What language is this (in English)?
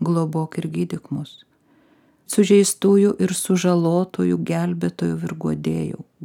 Lithuanian